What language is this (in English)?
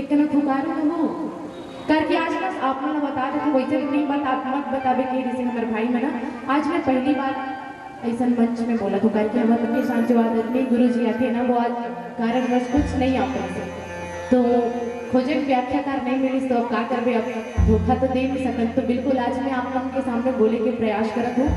Chhattisgarhi